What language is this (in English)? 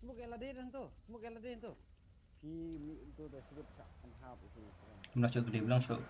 Khasi